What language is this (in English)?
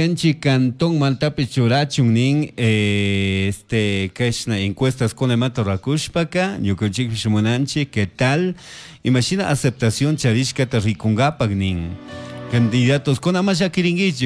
Chimborazo Highland Quichua